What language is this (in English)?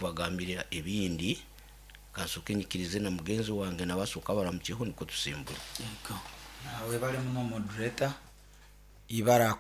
Nyoro